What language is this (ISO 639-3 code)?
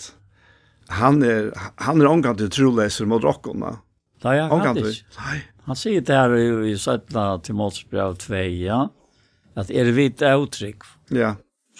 fao